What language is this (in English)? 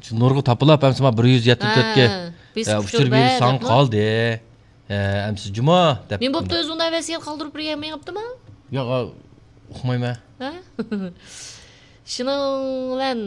Uyghur